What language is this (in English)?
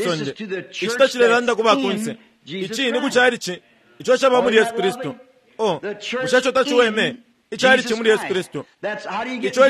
Bemba